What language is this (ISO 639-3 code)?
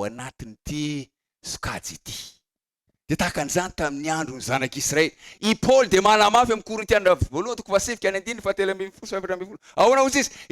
mlg